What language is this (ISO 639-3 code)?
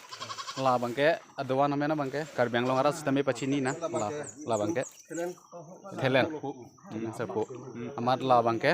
mjw